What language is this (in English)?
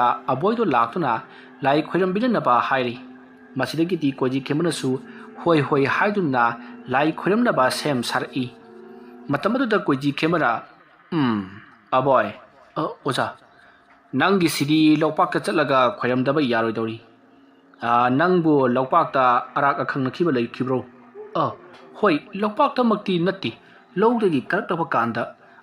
Manipuri